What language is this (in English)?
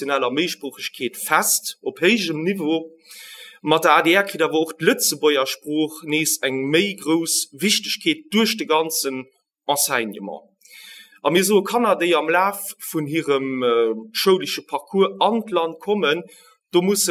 Luxembourgish